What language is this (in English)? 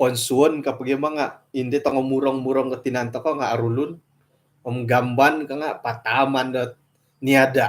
Central Dusun